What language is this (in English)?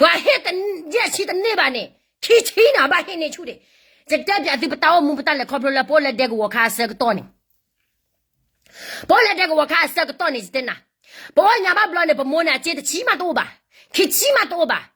S'gaw Karen